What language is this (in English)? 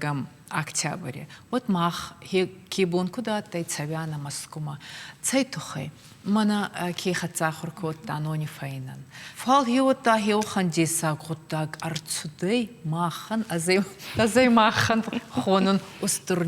Ossetic